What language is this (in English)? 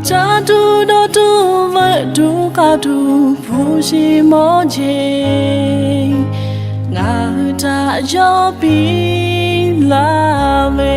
Lahu